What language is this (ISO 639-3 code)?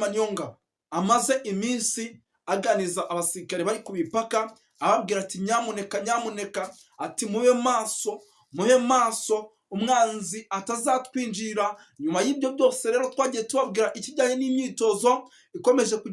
kin